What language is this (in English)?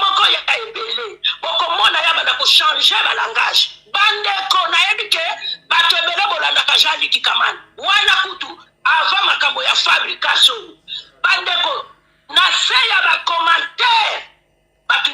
Lingala